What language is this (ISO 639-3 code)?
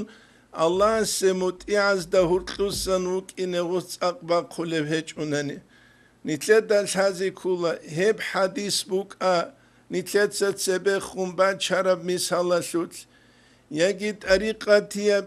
ava